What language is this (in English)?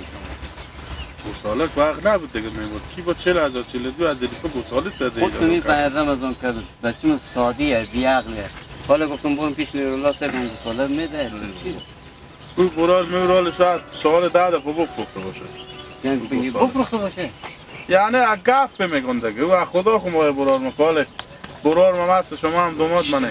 Hazaragi